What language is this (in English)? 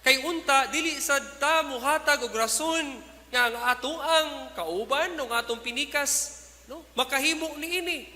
Cebuano